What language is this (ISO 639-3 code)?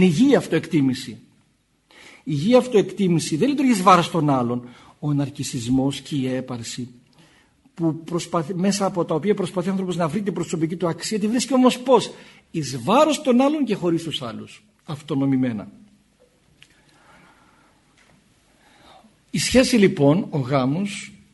ell